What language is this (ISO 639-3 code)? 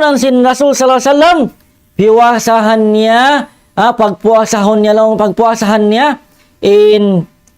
tsg